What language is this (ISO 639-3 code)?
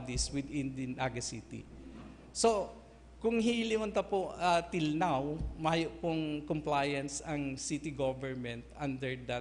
bik